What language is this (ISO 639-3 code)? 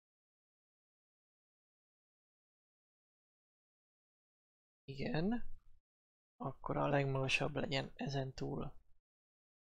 hun